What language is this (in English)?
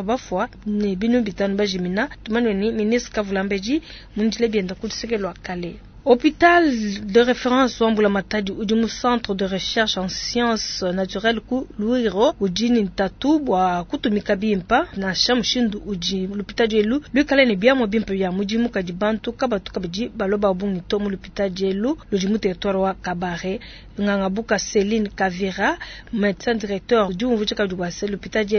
Luba-Lulua